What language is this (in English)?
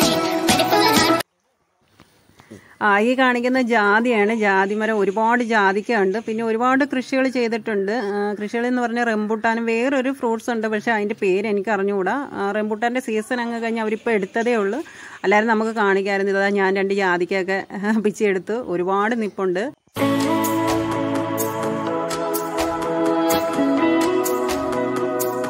Malayalam